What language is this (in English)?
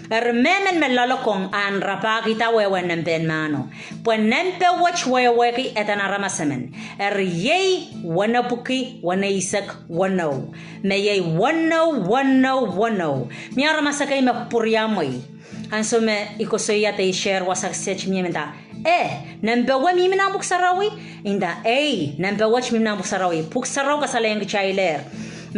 Pohnpeian